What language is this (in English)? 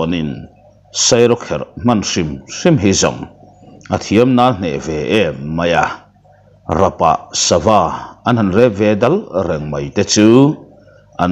Mizo